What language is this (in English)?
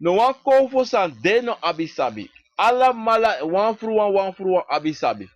Sranan Tongo